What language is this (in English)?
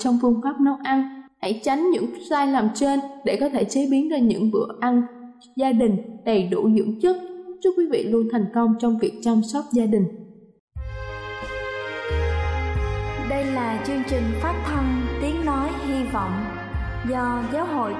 Vietnamese